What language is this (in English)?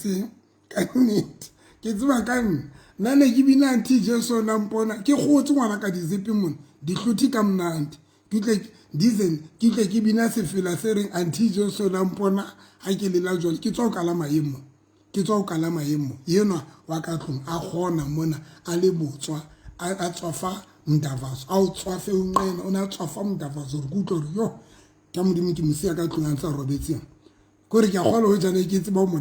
Southern Sotho